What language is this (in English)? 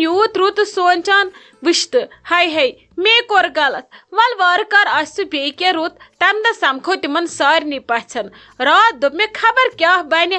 Kashmiri